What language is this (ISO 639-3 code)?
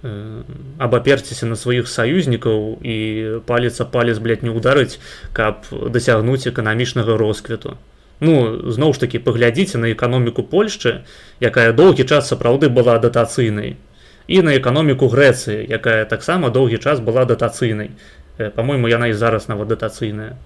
bel